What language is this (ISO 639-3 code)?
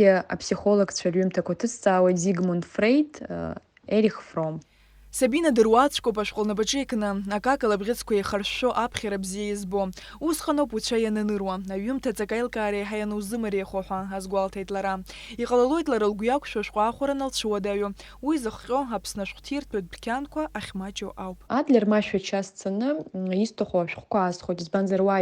abk